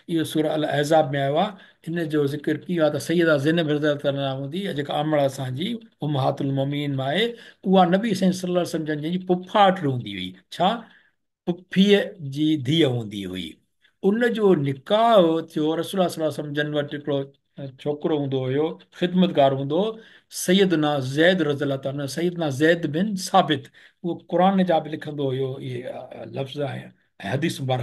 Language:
Sindhi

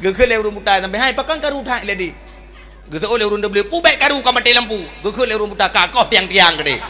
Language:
Achinese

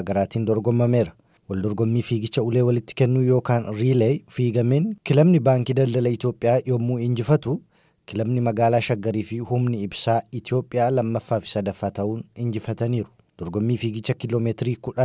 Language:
Oromo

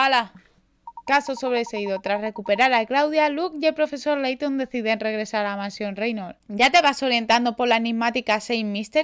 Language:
Spanish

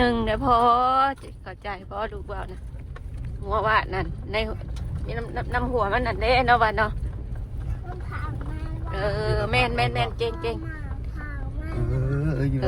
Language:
Northeastern Thai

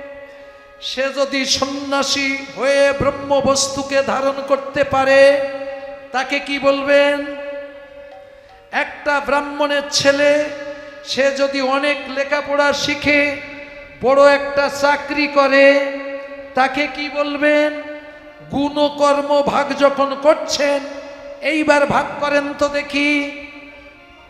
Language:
Bangla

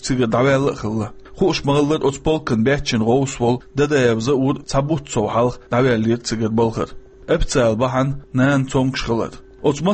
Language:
Chechen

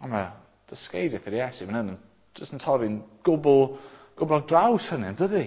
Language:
Welsh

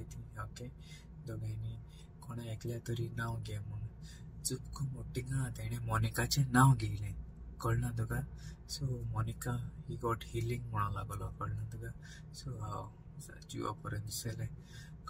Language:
Konkani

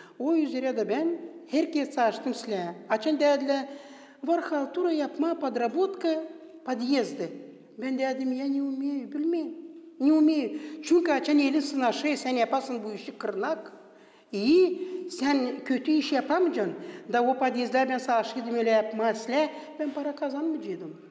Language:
Gagauz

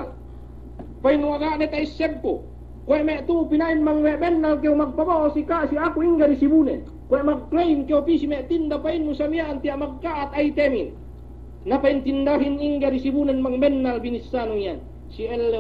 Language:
Yakan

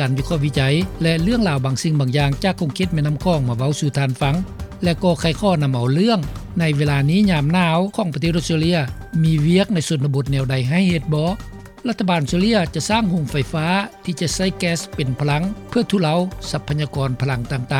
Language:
Lao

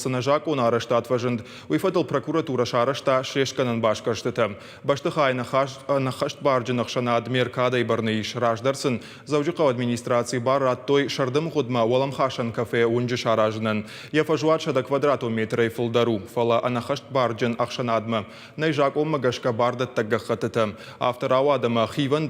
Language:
Ossetic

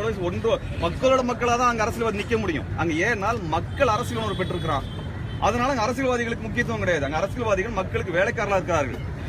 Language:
Tamil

